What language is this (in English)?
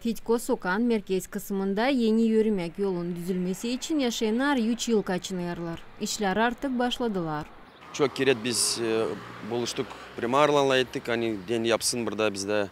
Gagauz